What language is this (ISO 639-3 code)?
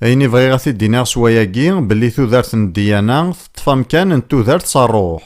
kab